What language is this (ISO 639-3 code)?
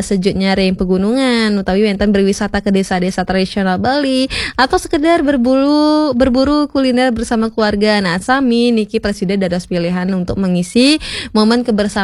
ban